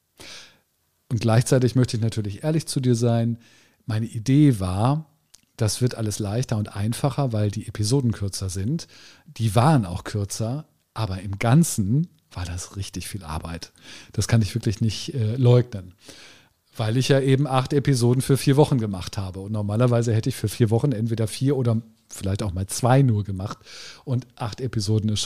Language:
German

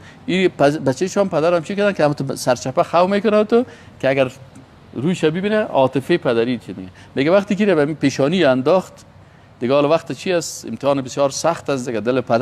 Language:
Persian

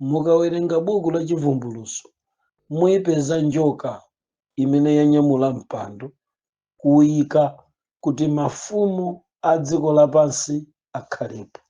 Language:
Nyanja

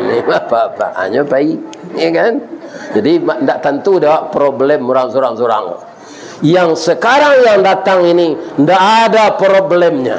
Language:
Minangkabau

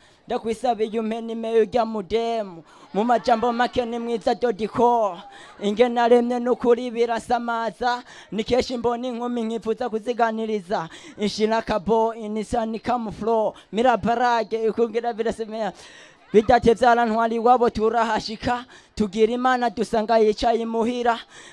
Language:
Rundi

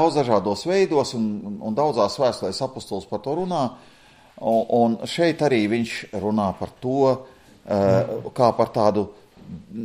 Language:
Latvian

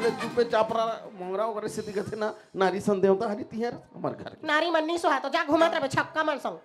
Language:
Chhattisgarhi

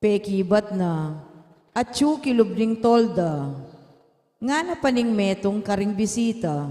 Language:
Pampanga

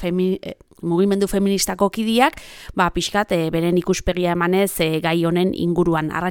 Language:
Basque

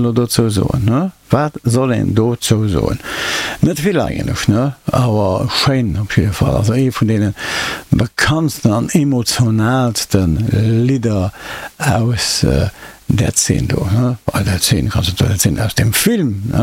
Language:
Luxembourgish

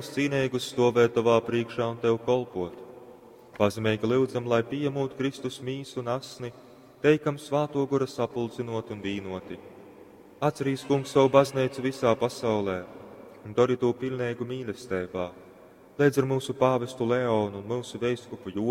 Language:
Latgalian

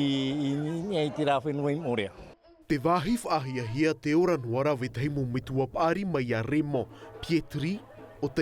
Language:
Tahitian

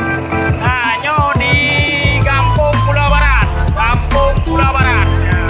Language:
Achinese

